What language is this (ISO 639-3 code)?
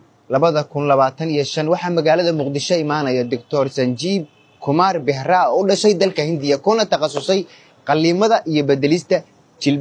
som